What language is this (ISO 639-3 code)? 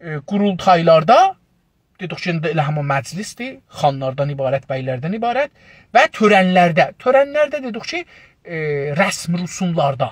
azb